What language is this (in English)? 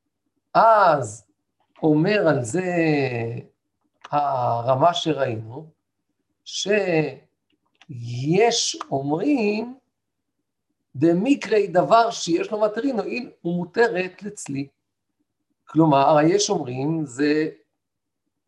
Hebrew